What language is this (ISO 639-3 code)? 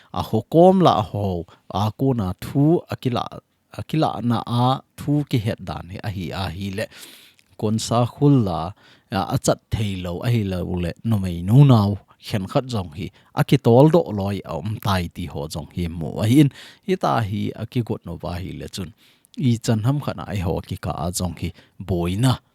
tcz